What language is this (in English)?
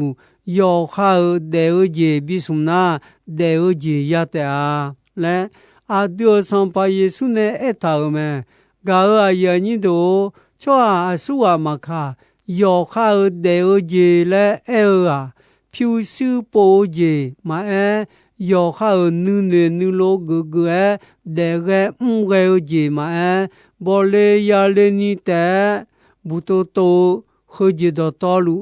Akha